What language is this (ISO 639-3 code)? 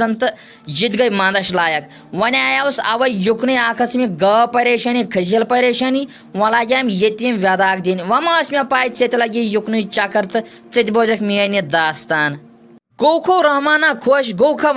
kas